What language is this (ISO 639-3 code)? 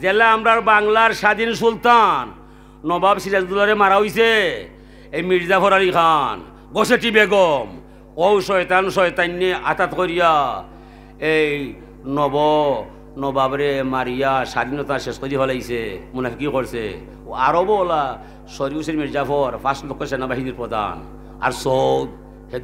syl